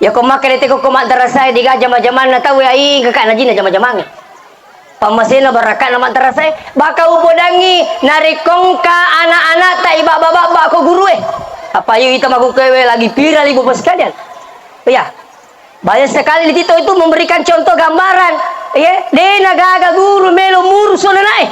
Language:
Buginese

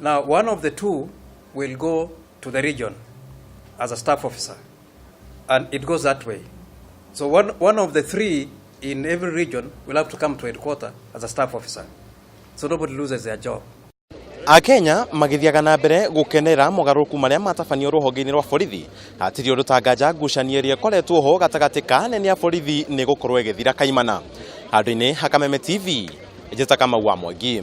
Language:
Kikuyu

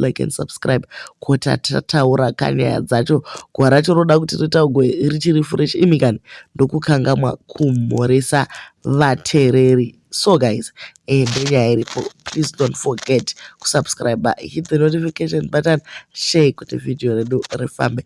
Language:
Shona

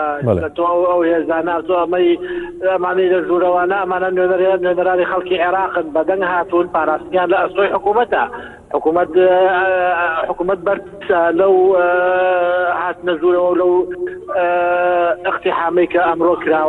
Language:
Central Kurdish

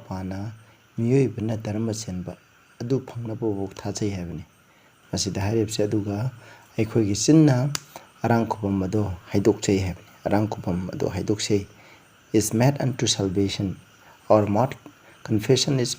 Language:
Manipuri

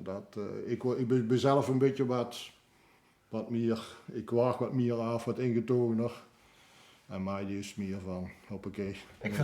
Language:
Limburgish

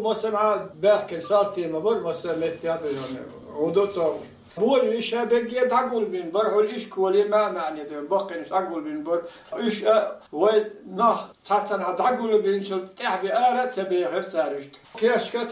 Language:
Chechen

